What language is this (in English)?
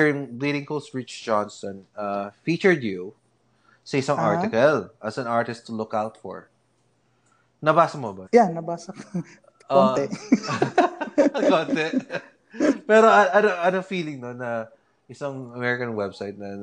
Filipino